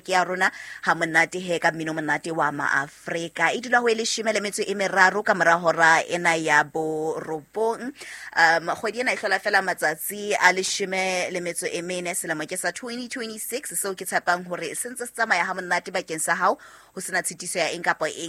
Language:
Southern Sotho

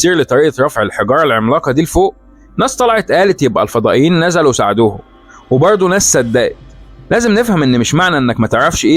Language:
Egyptian Arabic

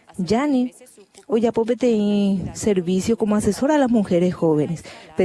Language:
Guarani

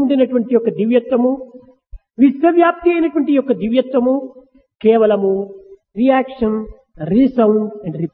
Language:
Telugu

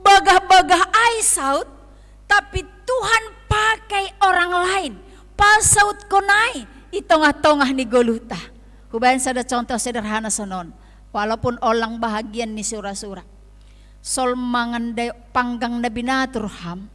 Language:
Batak Simalungun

